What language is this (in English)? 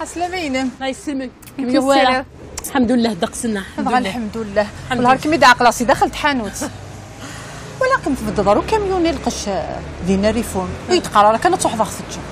Kabyle